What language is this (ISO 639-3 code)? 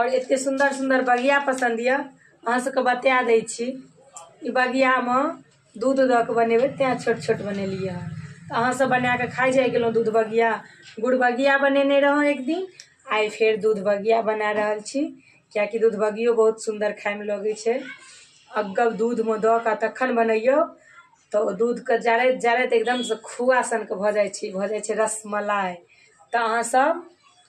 mai